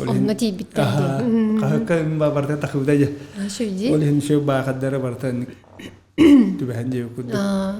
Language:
Yakut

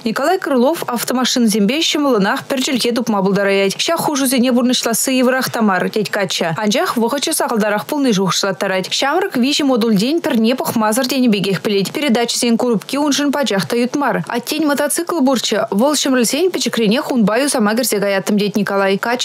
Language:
Chuvash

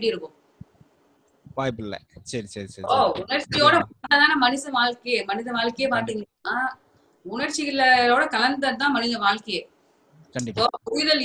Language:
Tamil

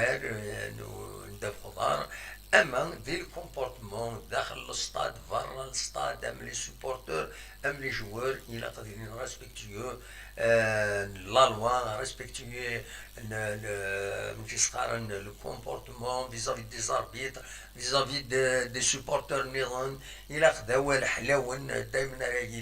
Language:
Kabyle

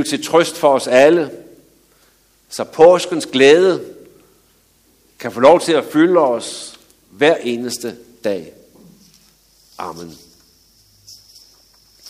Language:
Danish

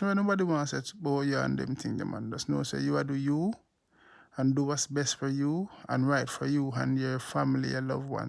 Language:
Jamaican Creole English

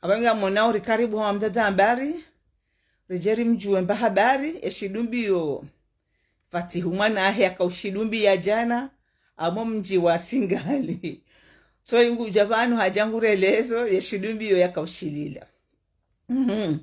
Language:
Ngazidja Comorian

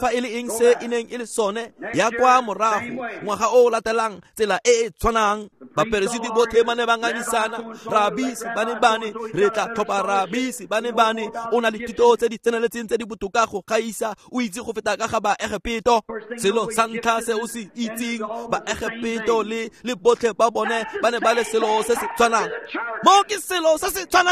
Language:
Tswana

